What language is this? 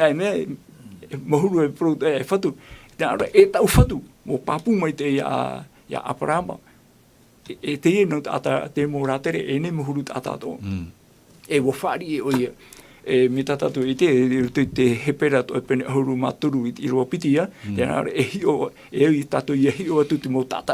Tahitian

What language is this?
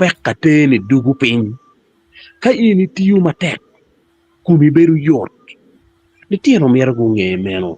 Acoli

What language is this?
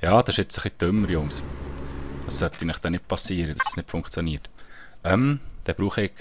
Swiss German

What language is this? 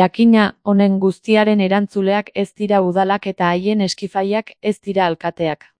Basque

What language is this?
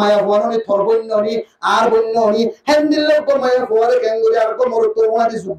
Rohingya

